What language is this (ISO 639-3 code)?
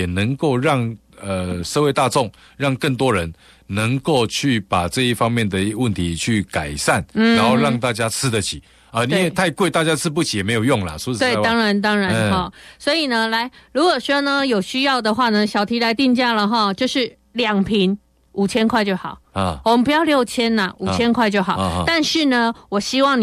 zho